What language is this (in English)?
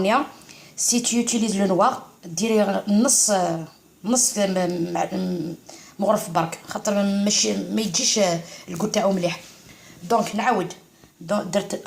Algerian Arabic